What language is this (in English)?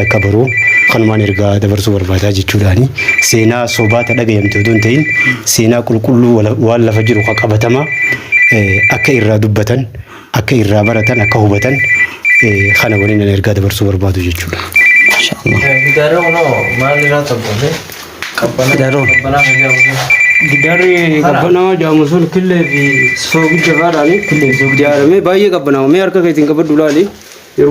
Oromo